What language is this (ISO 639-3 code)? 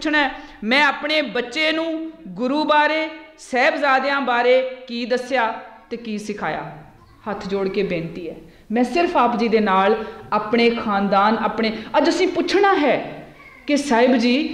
pan